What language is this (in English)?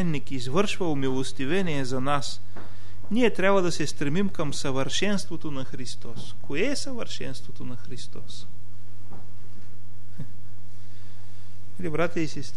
Bulgarian